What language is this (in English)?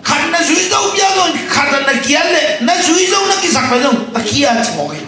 Tedim Chin